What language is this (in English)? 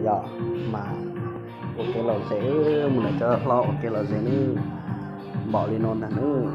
Hmong